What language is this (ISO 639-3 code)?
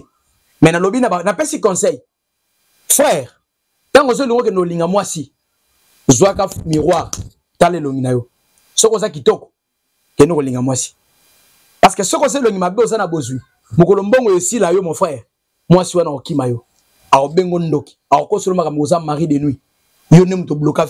lin